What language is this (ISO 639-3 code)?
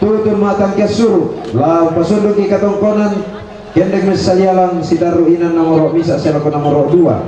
sda